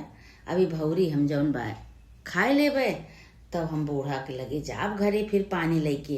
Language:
Awadhi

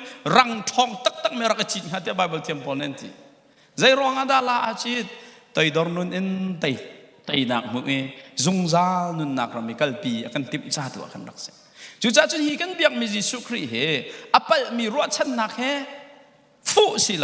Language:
Hakha Chin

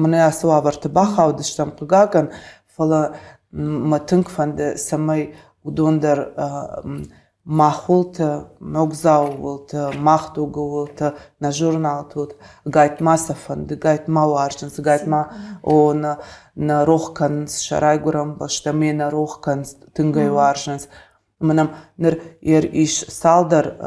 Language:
Ossetic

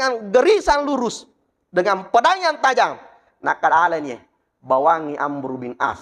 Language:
Buginese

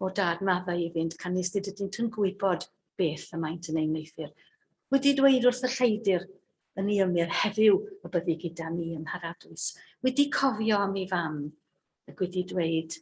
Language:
Welsh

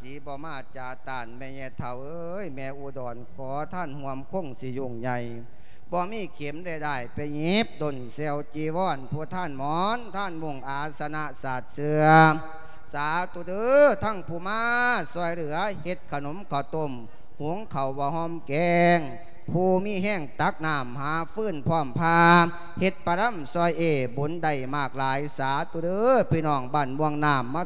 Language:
Lao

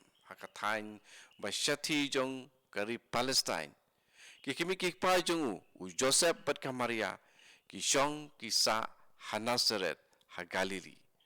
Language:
Khasi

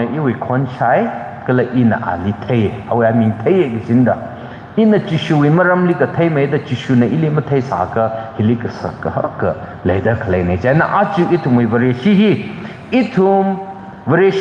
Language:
Tangkhul Naga (India)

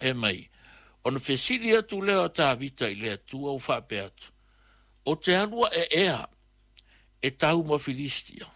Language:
Samoan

